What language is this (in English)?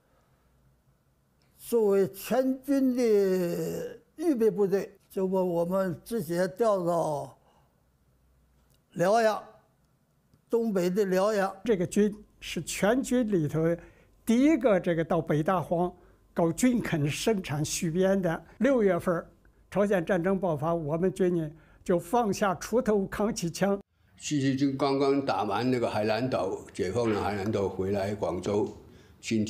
Chinese